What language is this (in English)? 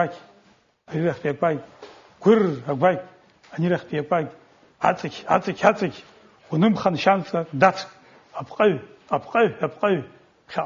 Abkhazian